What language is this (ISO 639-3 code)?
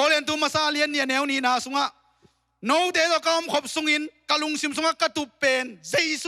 ctd